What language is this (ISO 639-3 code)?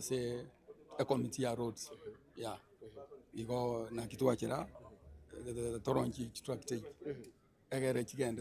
guz